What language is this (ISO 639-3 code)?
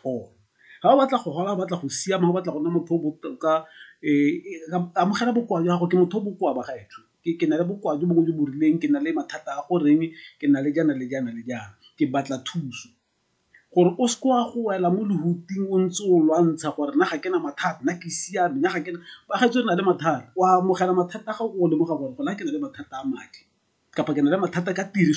tsn